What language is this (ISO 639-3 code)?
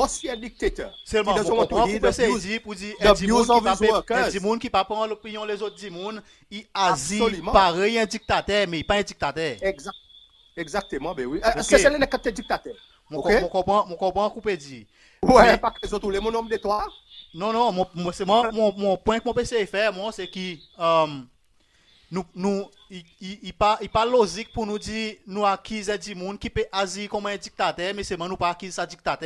crs